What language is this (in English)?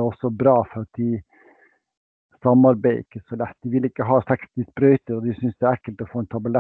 Norwegian